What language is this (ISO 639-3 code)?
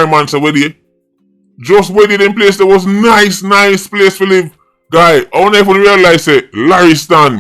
jam